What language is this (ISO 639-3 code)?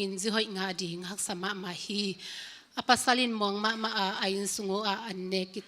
ctd